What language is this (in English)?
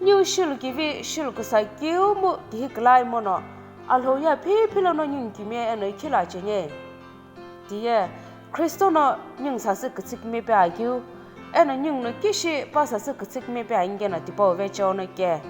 Sumi Naga